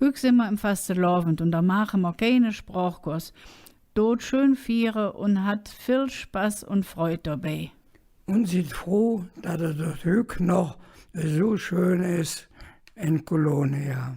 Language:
Colognian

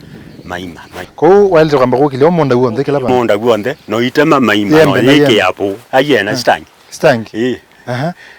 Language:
Kamba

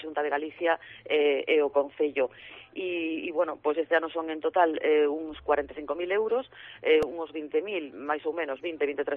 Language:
Galician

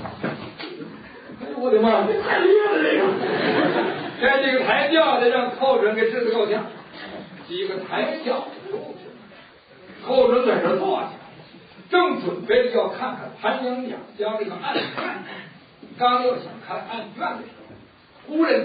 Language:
Chinese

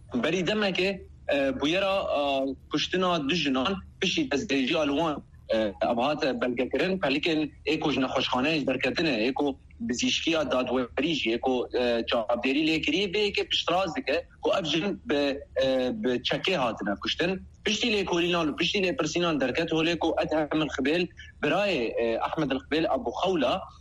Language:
Kurdish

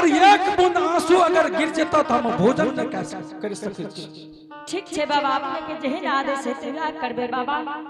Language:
Angika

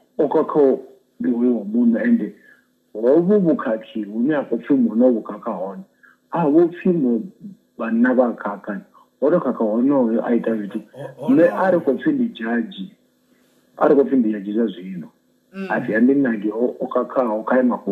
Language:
Venda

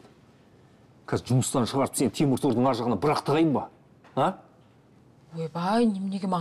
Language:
Kazakh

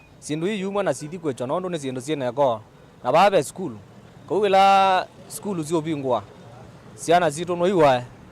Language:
Kamba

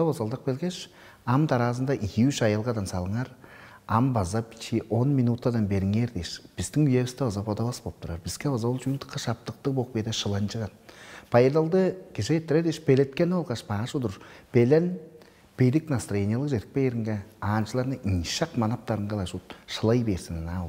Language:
Tuvinian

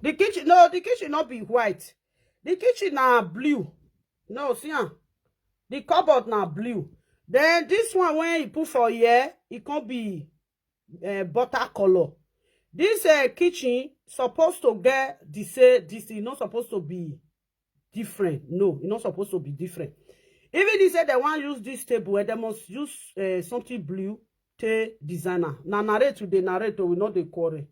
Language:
Nigerian Pidgin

